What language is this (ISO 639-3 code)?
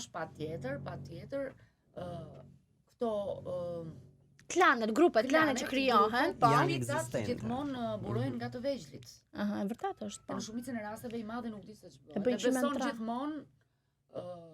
sqi